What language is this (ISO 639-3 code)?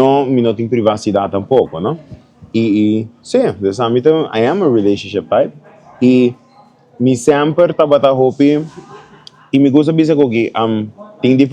pap